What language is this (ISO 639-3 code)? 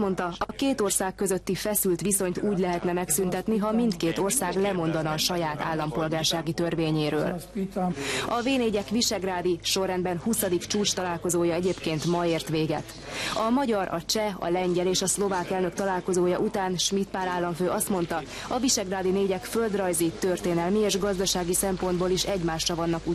hun